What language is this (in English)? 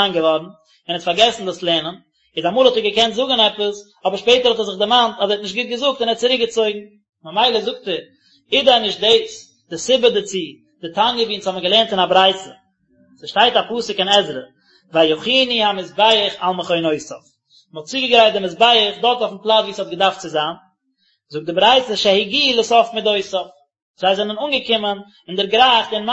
Yiddish